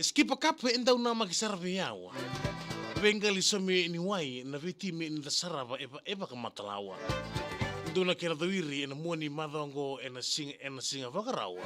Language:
Fijian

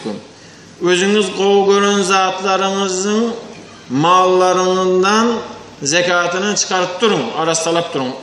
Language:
Turkmen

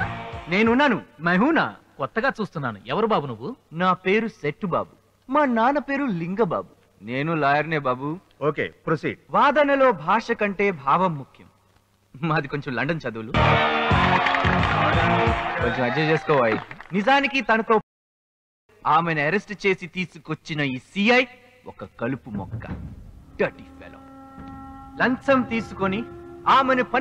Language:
Telugu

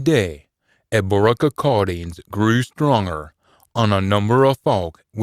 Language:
Scots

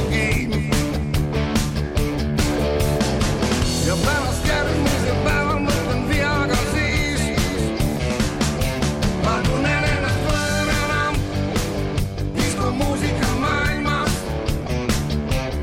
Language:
Estonian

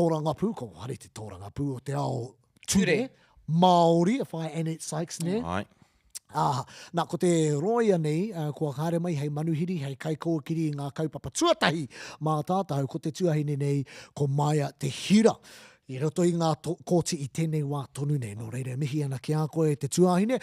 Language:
Māori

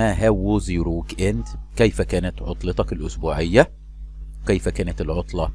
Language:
Egyptian Arabic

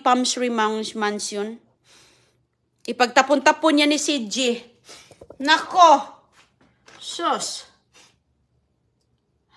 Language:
Filipino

